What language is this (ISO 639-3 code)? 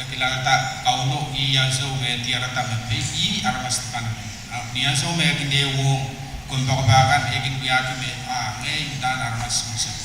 pon